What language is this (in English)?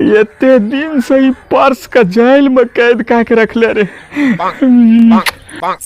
Angika